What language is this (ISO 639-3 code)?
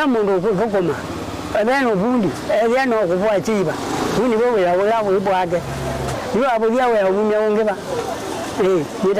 kam